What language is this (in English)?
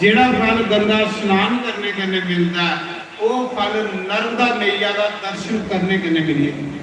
Dogri